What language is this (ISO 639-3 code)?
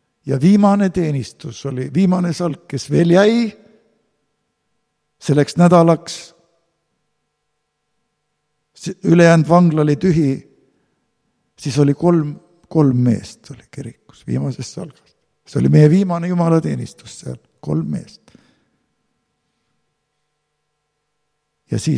est